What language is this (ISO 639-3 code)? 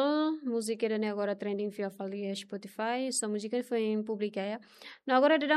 tet